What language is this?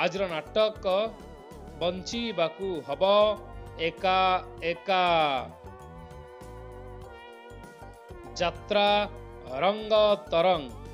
Odia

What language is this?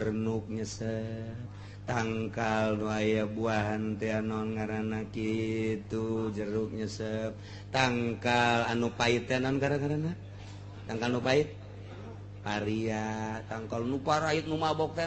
Sundanese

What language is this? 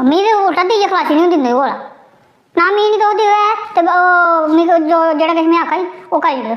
Dogri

